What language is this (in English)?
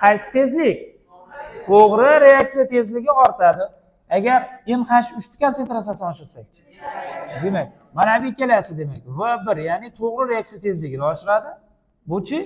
Uzbek